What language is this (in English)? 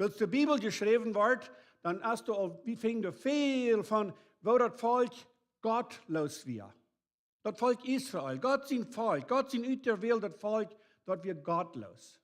Plautdietsch